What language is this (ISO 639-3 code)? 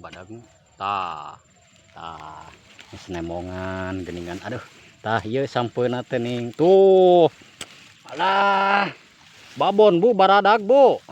sun